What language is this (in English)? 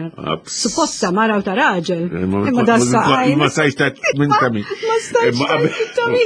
Maltese